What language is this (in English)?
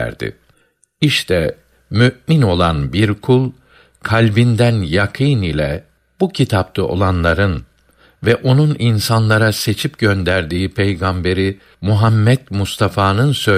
Turkish